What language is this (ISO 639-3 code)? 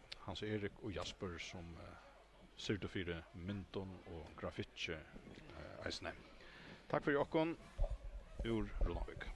fao